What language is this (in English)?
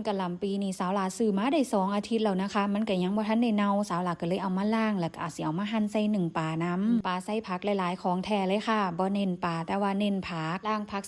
Northeastern Thai